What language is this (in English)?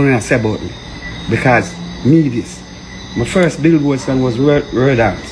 Jamaican Creole English